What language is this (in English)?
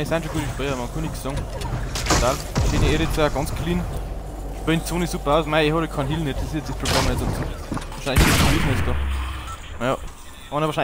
Bavarian